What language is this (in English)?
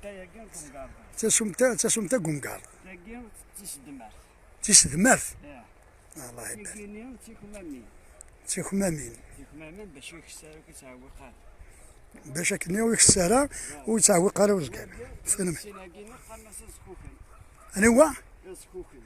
Kabyle